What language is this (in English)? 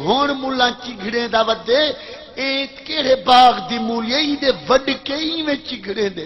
Saraiki